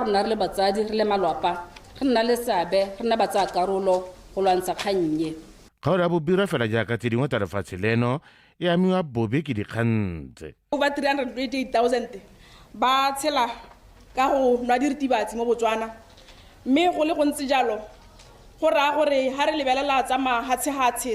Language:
Tswana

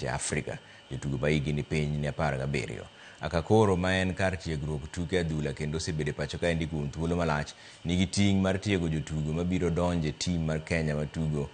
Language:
Luo (Kenya and Tanzania)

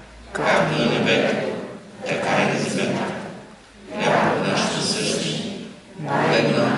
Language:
Bulgarian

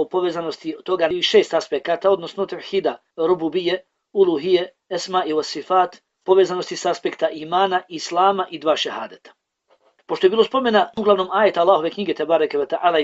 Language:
Bosnian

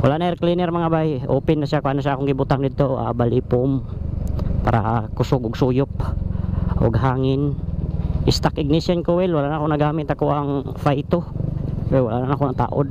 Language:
Cebuano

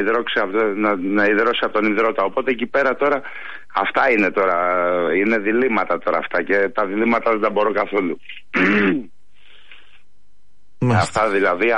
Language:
Greek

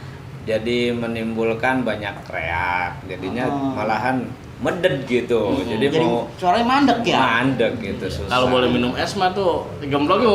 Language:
Betawi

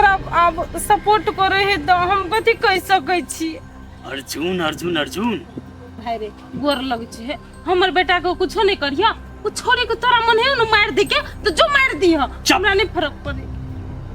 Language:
Maithili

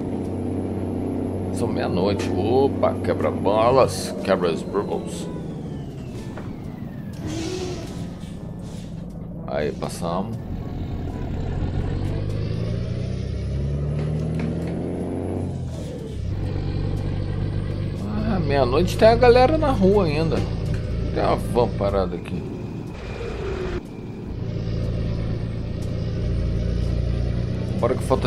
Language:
Portuguese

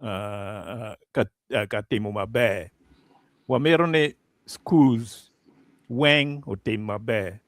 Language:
Acoli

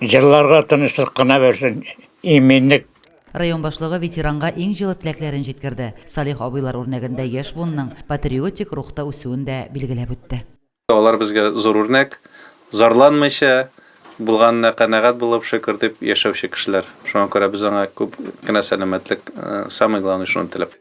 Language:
Tatar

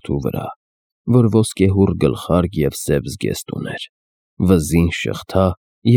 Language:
Armenian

